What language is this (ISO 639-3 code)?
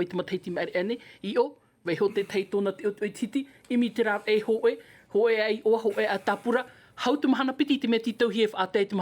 tah